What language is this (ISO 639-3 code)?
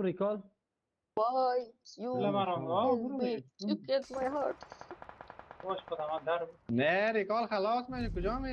fas